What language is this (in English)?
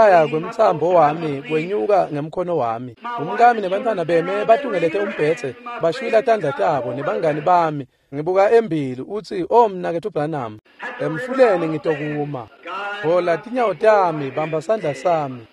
Swati